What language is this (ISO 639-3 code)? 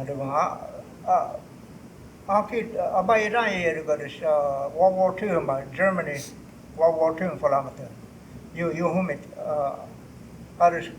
cho